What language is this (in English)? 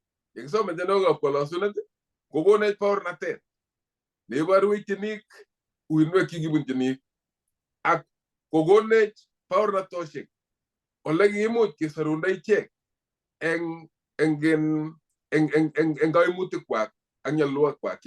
Kalenjin